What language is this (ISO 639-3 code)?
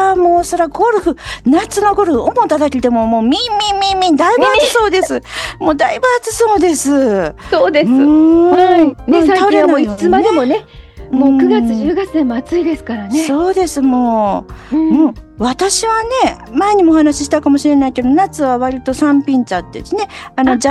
jpn